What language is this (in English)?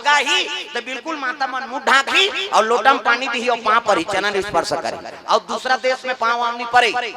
Chhattisgarhi